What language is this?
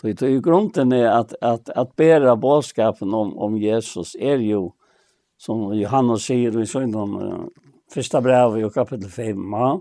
Faroese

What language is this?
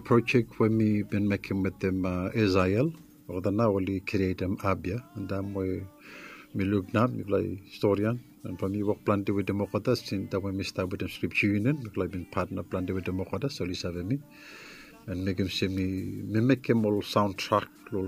Bislama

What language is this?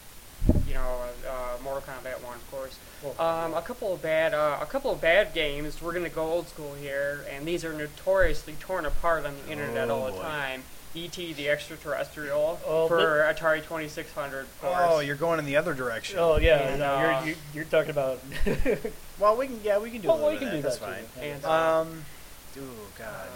English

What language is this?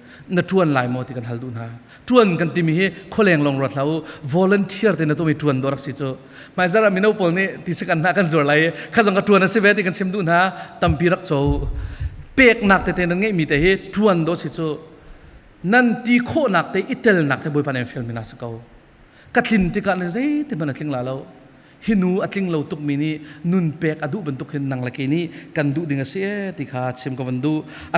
Falam Chin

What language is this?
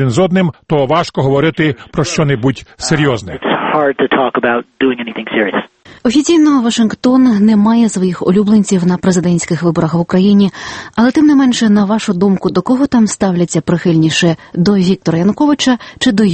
Ukrainian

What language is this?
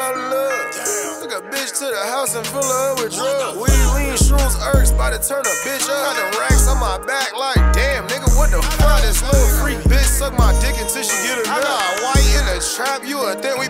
English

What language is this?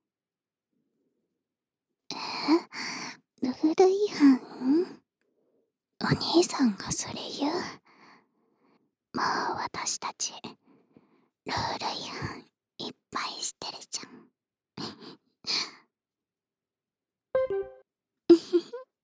Japanese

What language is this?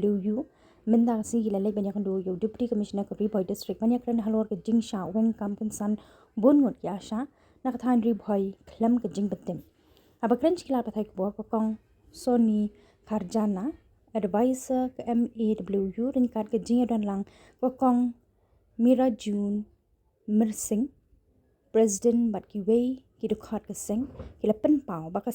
Khasi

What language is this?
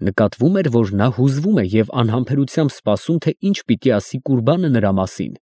Armenian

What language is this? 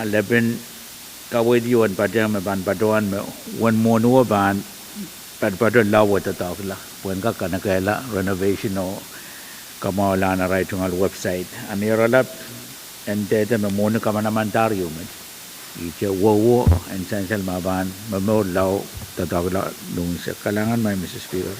Pohnpeian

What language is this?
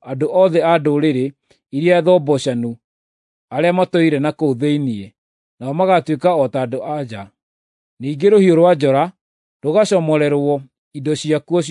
Kikuyu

